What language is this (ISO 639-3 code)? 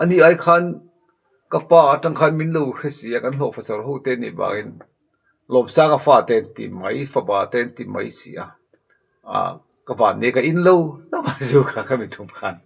lus